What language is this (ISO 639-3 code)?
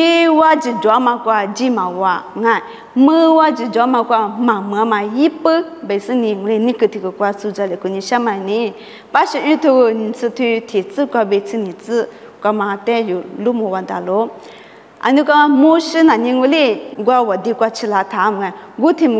lis